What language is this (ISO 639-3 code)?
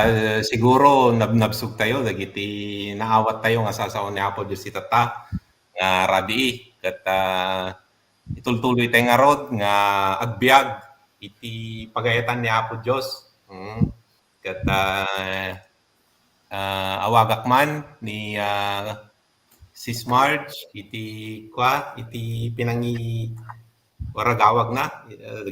ilo